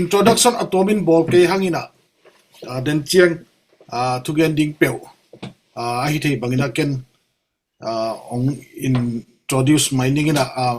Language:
Tedim Chin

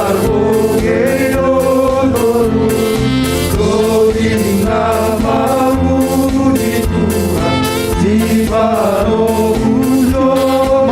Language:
Batak Simalungun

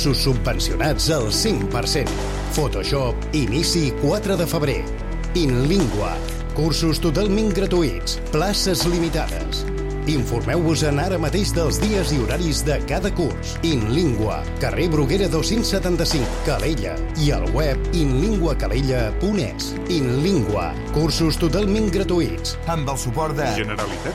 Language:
Catalan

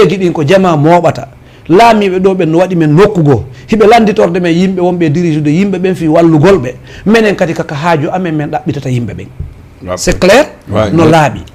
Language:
Fula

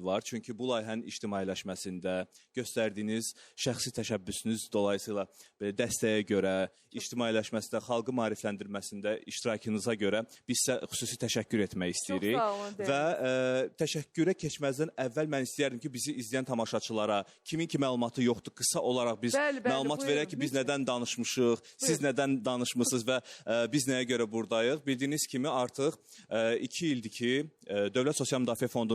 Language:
Azerbaijani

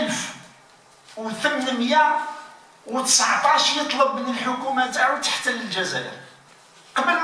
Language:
Algerian Arabic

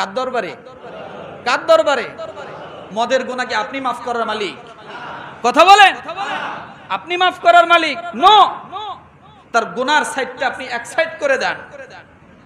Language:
Bangla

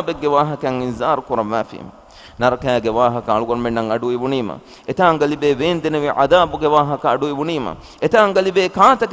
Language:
Divehi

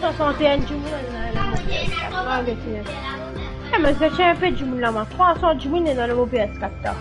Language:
Morisyen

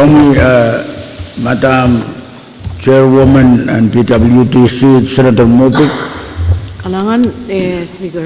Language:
Pohnpeian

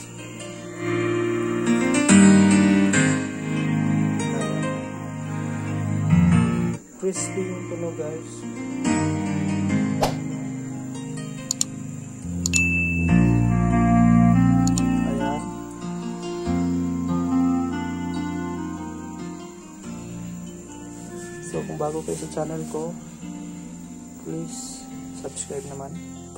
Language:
Filipino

